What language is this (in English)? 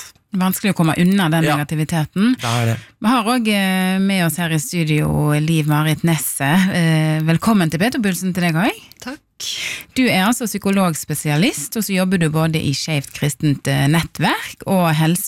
Norwegian